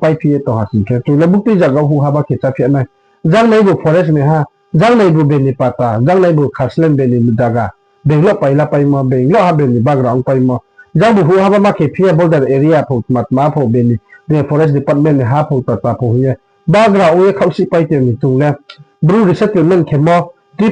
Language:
Riang (India)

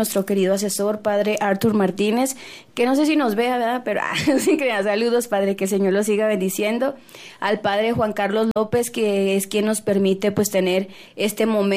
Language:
Spanish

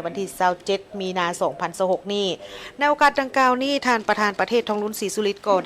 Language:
Lao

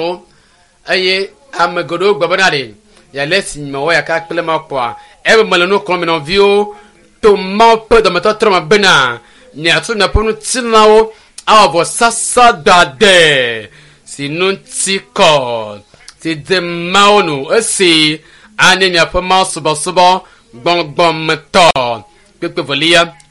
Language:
Ewe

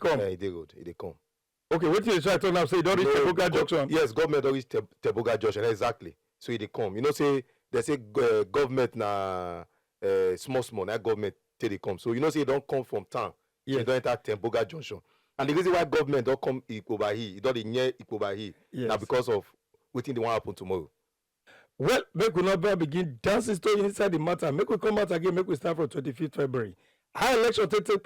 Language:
Nigerian Pidgin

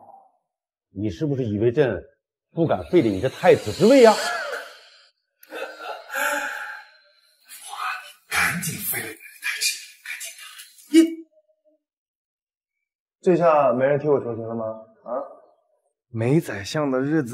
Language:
Chinese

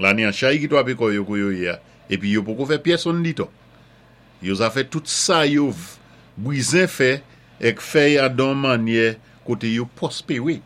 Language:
Saint Lucian Creole French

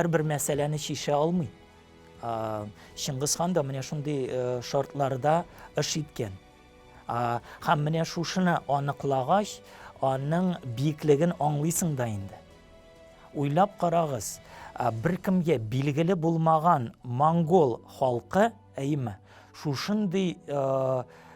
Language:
Tatar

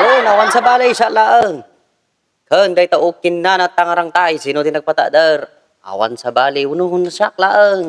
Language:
Iloko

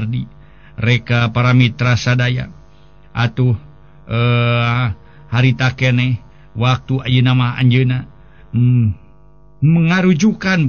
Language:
Sundanese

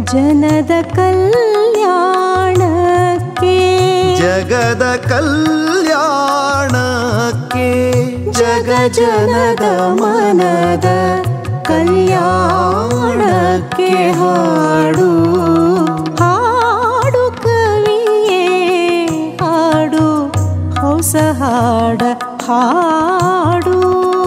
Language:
Kannada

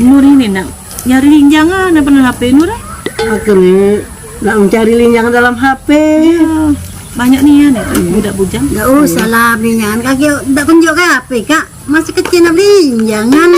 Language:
Musi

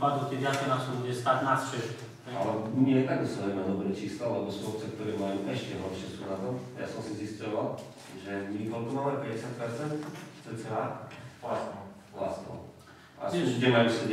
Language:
Slovak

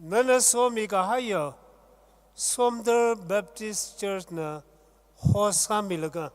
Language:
Tangkhul Naga (India)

